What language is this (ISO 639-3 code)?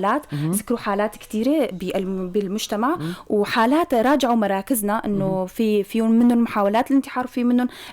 apc